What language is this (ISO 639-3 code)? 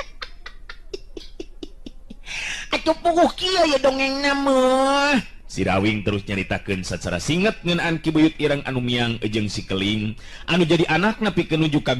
sun